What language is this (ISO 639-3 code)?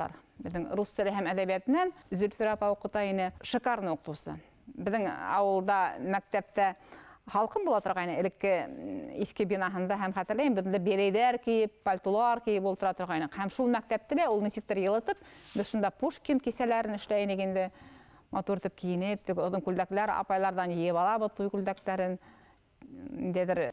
bak